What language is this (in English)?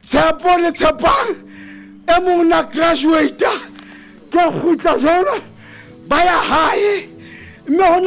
Southern Sotho